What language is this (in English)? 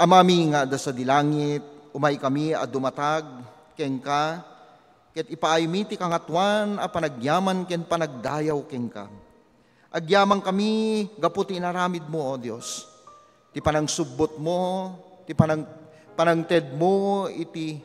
Iloko